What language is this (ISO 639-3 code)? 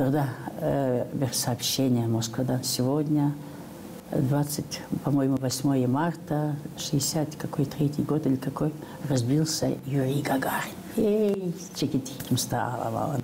gag